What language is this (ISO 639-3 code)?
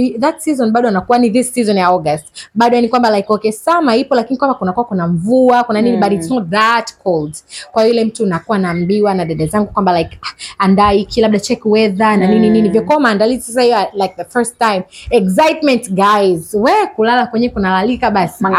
swa